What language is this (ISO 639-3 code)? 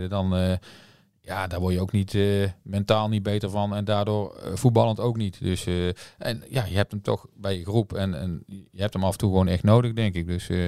nld